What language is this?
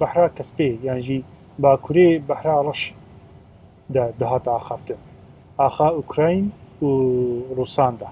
Kurdish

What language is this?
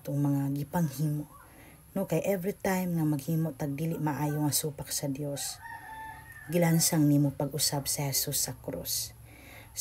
Cebuano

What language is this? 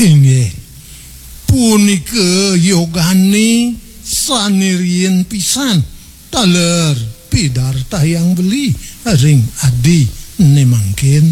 Balinese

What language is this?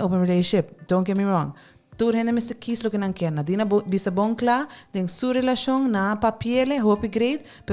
Papiamento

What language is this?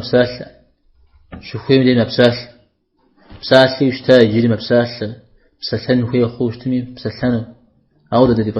Kabardian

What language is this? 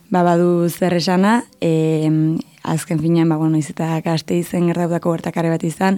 Basque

